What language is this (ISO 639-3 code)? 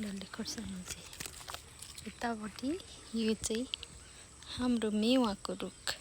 nep